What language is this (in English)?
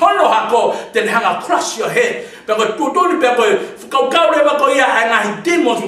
Tongan